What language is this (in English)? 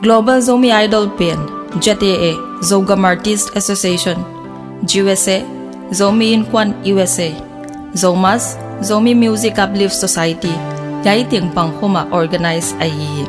Paite Chin